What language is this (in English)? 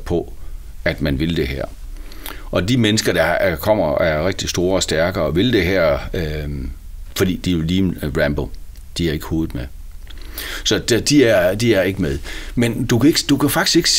Danish